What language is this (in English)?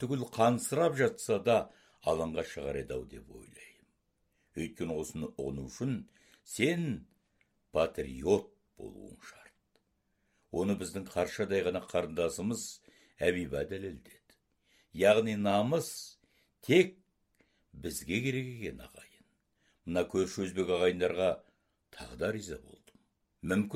Kazakh